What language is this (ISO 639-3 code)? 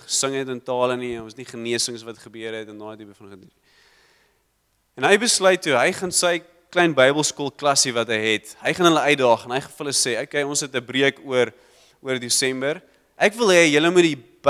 afr